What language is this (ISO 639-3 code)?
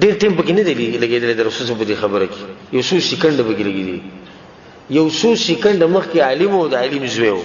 pus